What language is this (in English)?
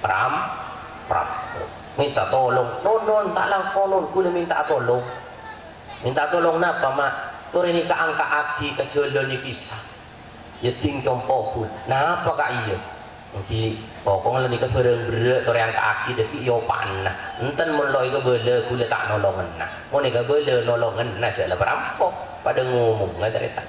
Madurese